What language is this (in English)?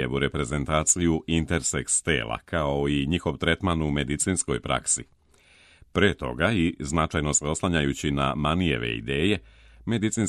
Serbian